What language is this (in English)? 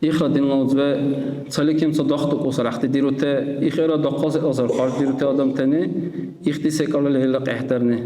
Dargwa